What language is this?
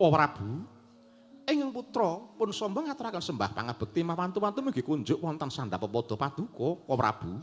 Javanese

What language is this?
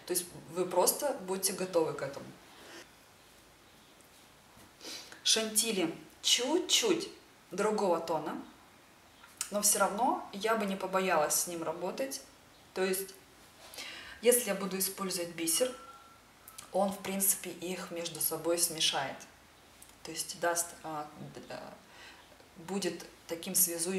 Russian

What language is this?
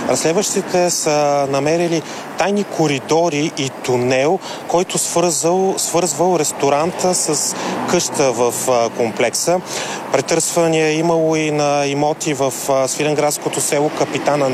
Bulgarian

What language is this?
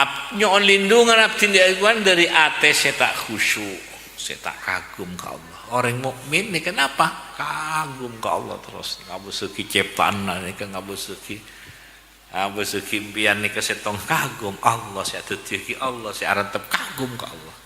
Madurese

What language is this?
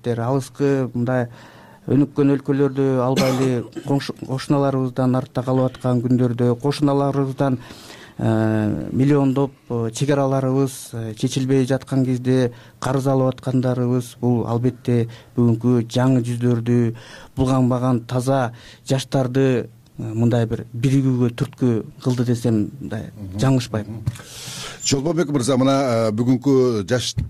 Kyrgyz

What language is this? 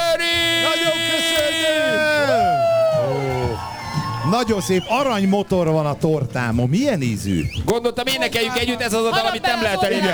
Hungarian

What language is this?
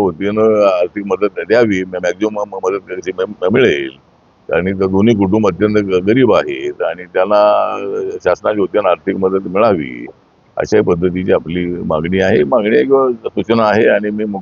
Marathi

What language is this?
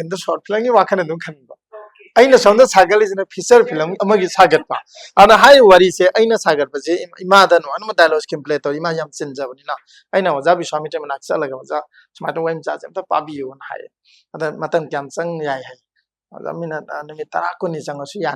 Manipuri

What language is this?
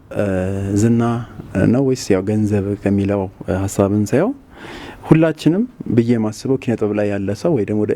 Amharic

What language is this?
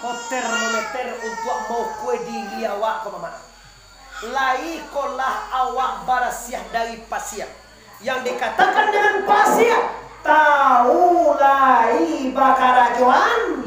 Minangkabau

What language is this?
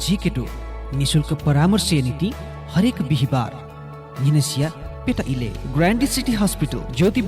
Newari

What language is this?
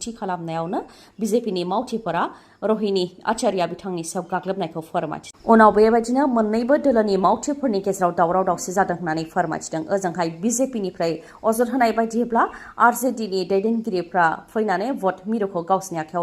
Bodo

